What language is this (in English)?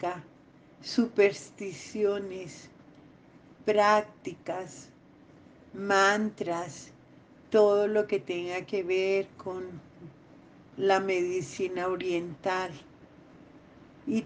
Spanish